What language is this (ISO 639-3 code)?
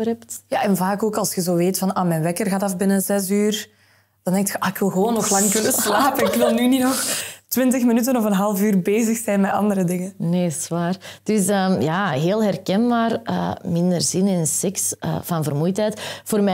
nld